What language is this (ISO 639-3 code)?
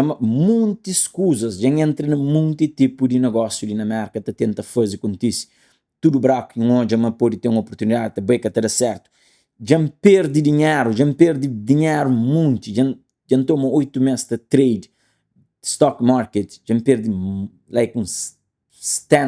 kea